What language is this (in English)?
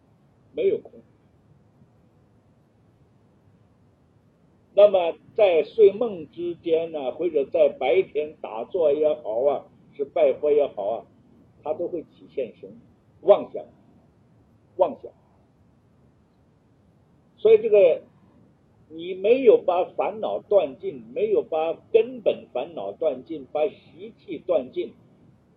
Chinese